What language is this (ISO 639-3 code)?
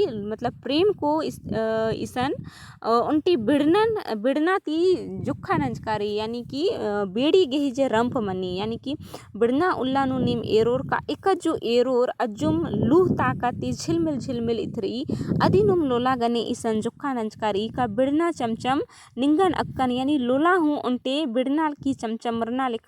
kru